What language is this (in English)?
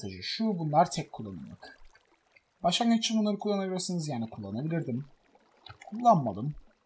Turkish